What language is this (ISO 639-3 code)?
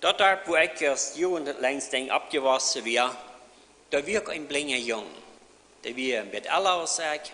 pdt